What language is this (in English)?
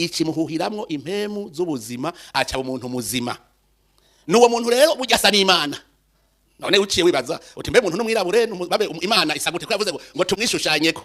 Rundi